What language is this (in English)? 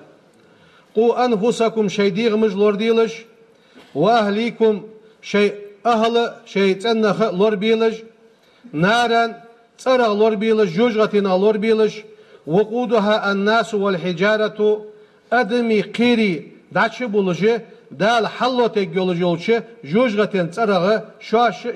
Ingush